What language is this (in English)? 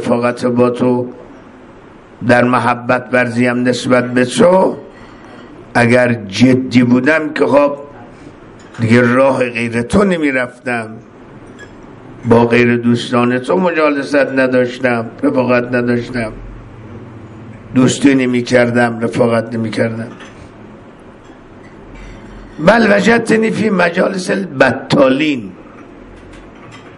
Persian